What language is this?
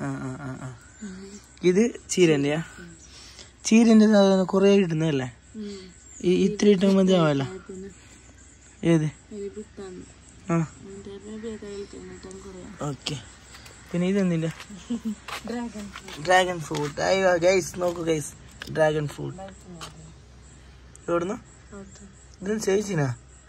Malayalam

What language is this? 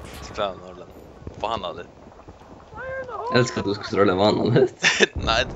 Faroese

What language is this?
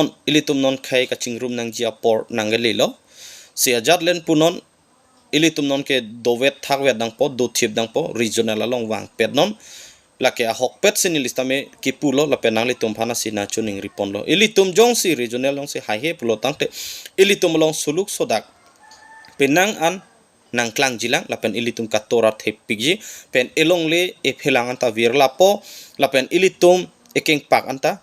Karbi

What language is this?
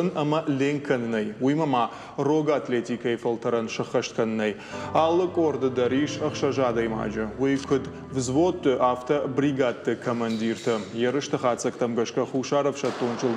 Ossetic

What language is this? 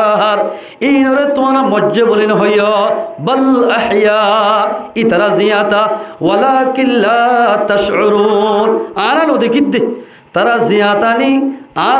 Rohingya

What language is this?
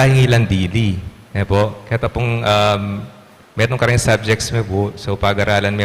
Pampanga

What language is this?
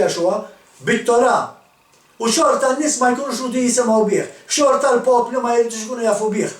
Maltese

